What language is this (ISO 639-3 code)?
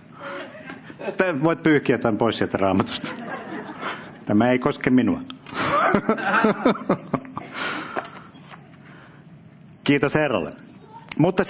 fin